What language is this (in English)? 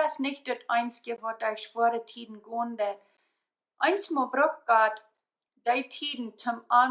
Plautdietsch